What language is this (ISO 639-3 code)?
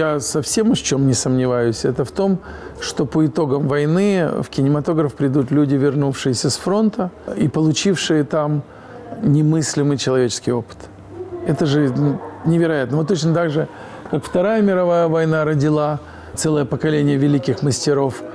rus